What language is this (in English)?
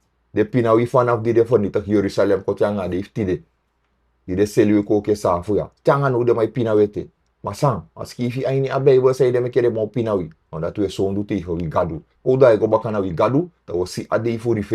Sranan Tongo